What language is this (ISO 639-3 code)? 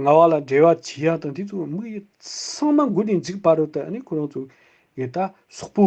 bod